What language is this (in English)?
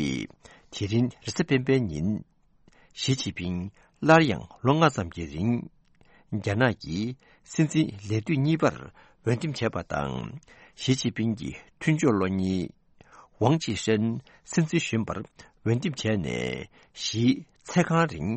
Tibetan